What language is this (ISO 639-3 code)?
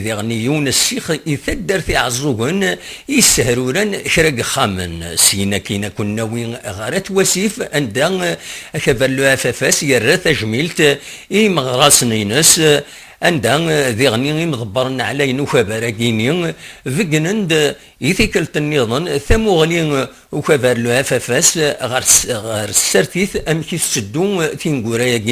kab